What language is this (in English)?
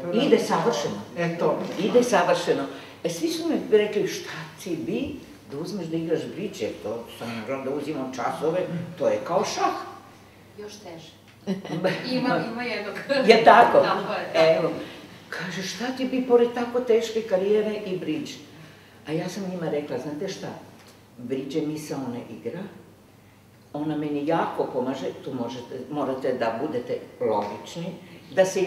Serbian